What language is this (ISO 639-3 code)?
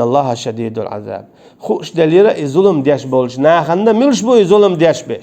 che